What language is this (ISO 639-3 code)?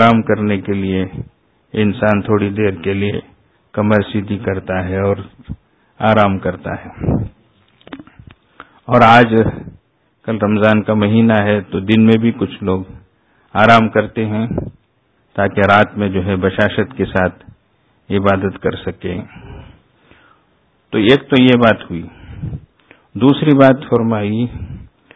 urd